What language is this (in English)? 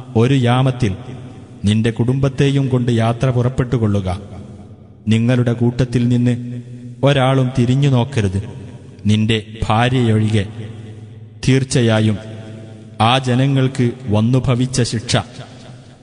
Malayalam